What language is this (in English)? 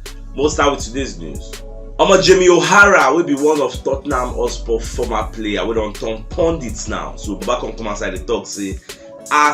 Nigerian Pidgin